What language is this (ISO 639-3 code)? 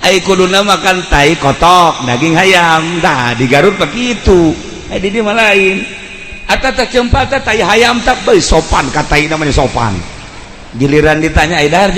sun